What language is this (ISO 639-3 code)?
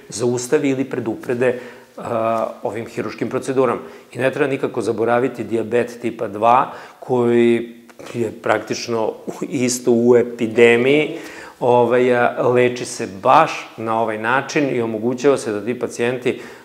srp